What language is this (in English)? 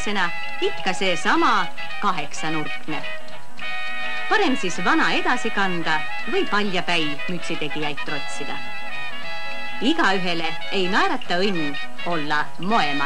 Estonian